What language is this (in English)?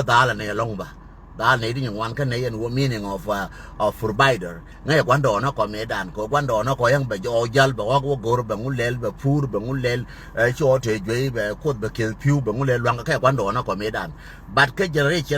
Nuer